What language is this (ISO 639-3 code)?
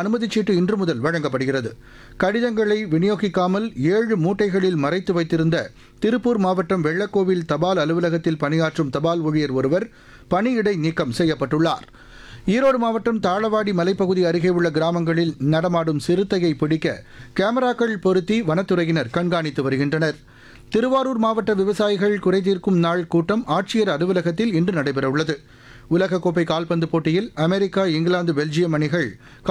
tam